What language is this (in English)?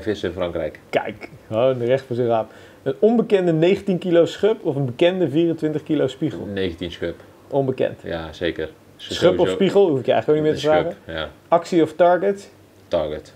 Dutch